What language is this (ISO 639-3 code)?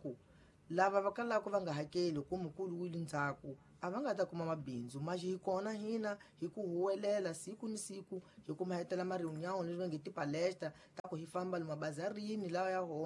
tso